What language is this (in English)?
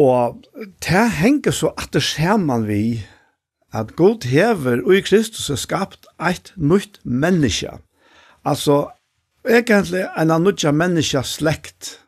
Faroese